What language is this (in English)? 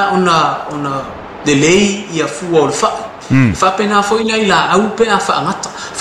Samoan